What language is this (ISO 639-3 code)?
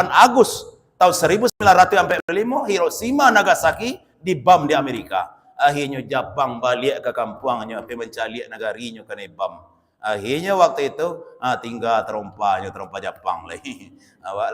min